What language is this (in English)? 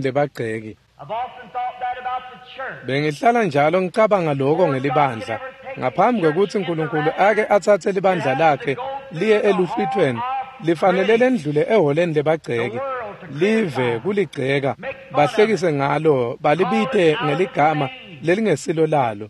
Swati